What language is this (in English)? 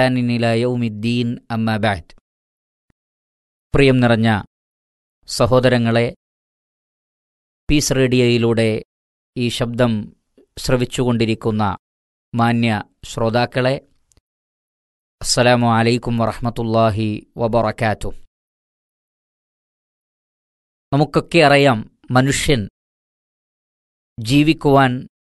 Malayalam